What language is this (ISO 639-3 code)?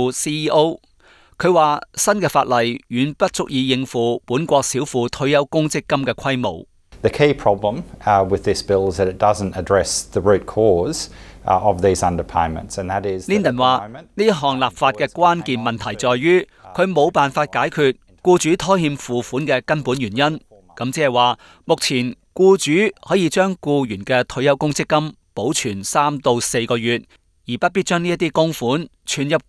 yue